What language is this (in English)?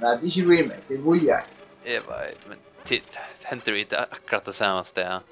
Faroese